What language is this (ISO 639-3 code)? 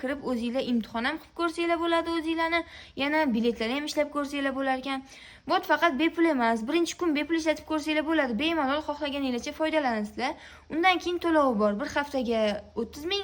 uzb